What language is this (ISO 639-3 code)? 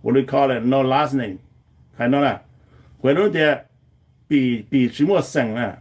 hmn